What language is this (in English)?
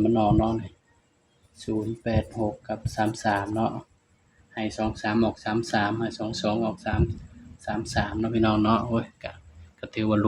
Northeastern Thai